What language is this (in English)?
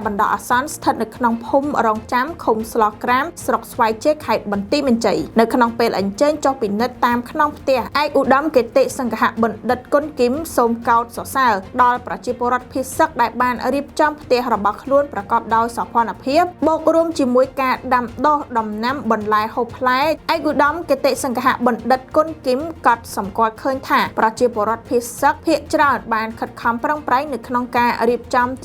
Khmer